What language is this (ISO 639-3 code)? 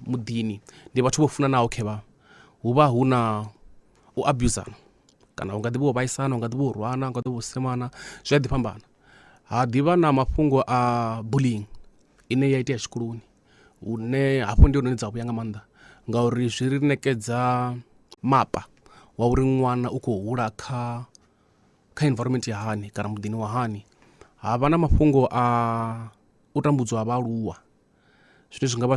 ven